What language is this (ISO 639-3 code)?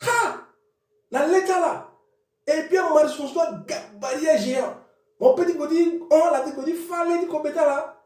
sag